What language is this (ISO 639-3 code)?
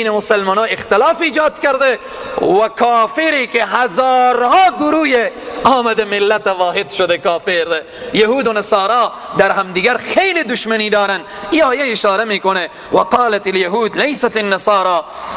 fas